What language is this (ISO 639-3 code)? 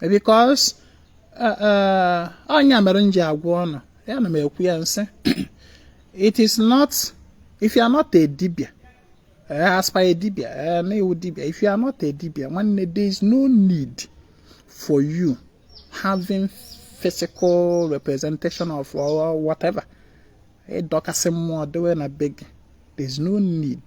ibo